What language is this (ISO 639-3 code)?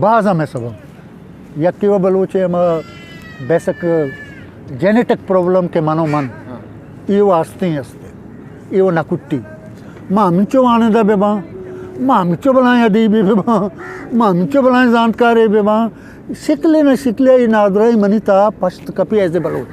bgp